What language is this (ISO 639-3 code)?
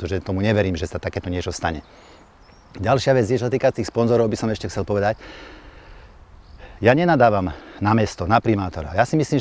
slk